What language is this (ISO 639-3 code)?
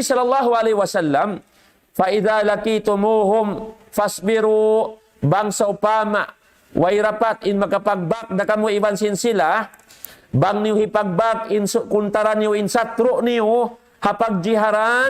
tsg